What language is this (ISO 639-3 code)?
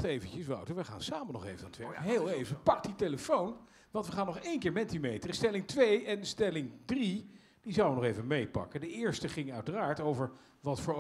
nld